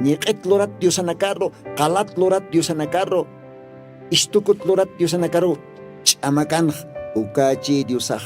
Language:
Aymara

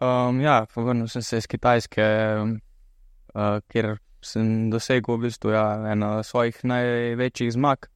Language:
Slovenian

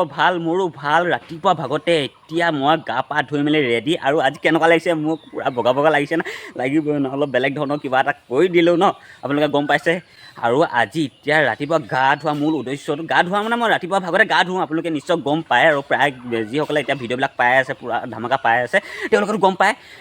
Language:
Assamese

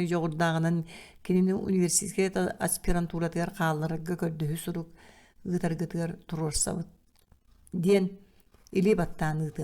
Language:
Yakut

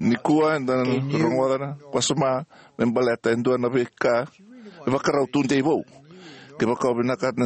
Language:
Fijian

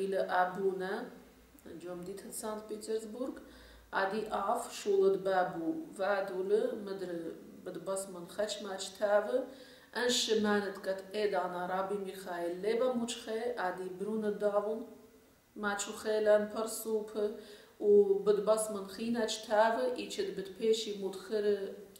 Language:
Assyrian Neo-Aramaic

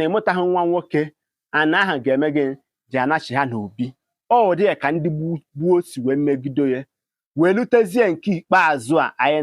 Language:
Igbo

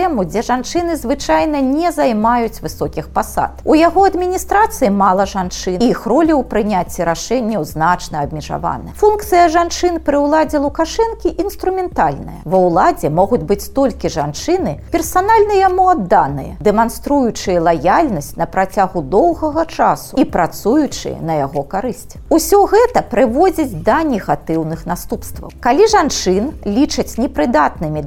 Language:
Belarusian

